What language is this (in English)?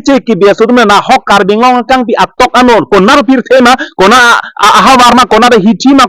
Karbi